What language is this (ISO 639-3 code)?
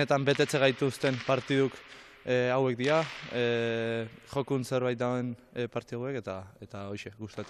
eus